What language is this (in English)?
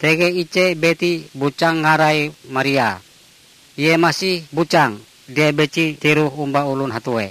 Ngaju